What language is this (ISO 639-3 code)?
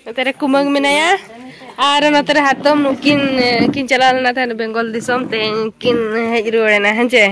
sat